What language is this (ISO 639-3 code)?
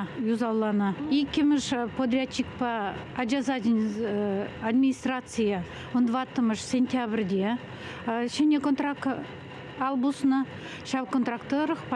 chv